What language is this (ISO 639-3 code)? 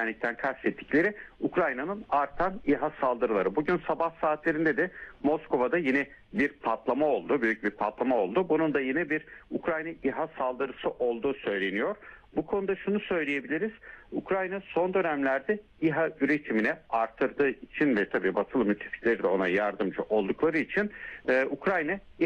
tur